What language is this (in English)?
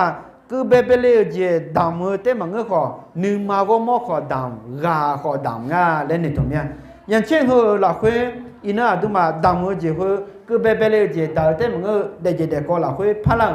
Akha